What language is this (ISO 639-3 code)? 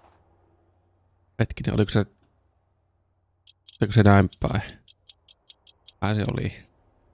fin